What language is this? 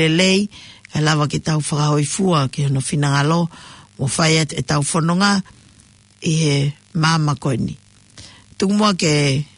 Tongan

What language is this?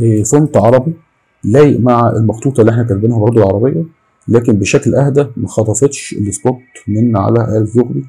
Egyptian Arabic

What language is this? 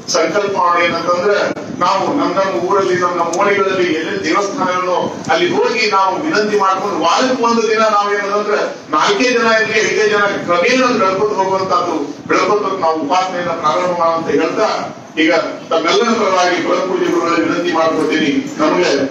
Kannada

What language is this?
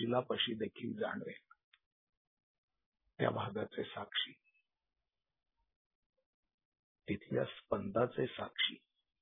Marathi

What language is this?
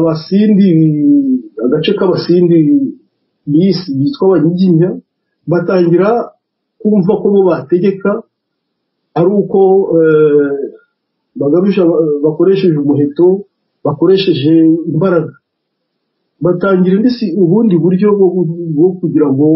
Kinyarwanda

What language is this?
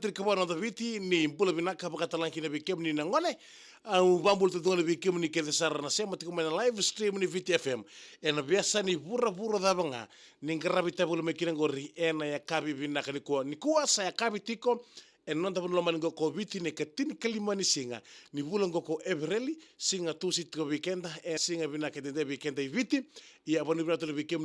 Fijian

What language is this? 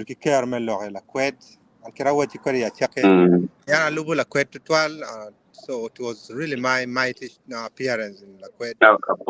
Acoli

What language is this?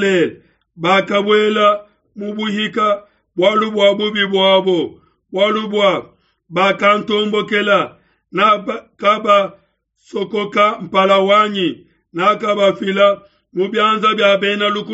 Luba-Lulua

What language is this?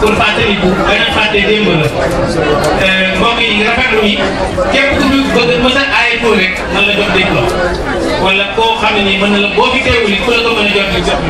Wolof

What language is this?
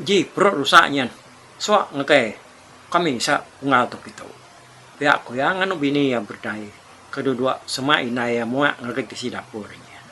Iban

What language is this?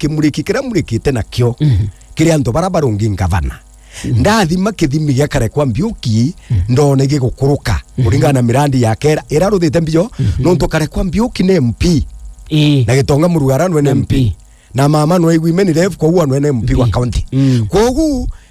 Meru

